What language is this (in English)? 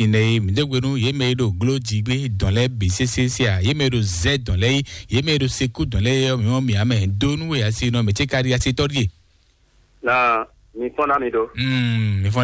Fon